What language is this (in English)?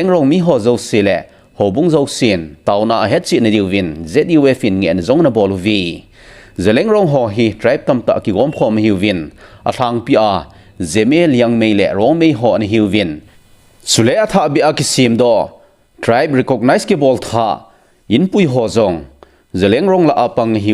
Thado Chin